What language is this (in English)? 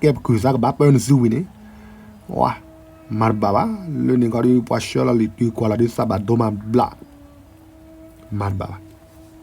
S'gaw Karen